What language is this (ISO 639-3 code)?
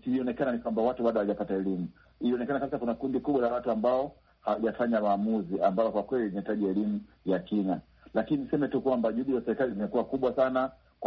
swa